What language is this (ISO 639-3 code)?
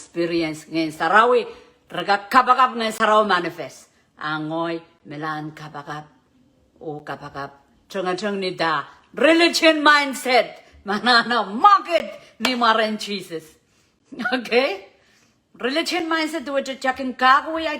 pon